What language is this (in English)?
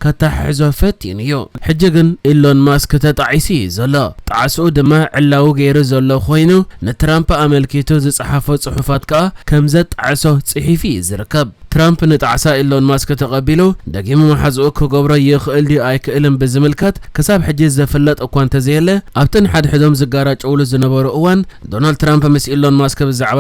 Tigrinya